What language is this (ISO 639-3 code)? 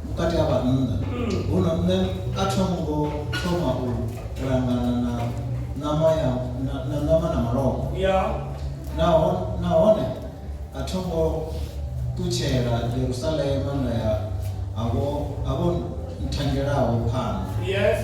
ven